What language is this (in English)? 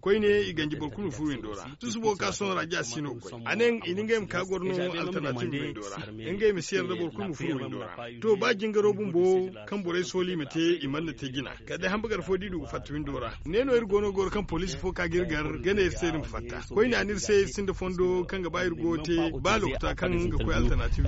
Zarma